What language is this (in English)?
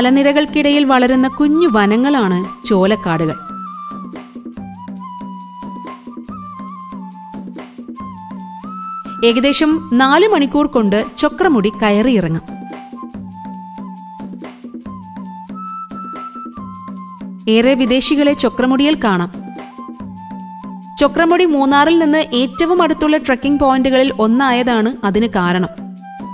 Malayalam